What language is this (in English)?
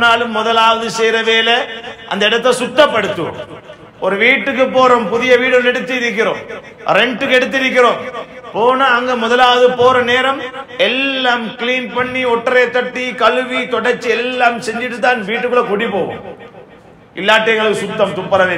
Tamil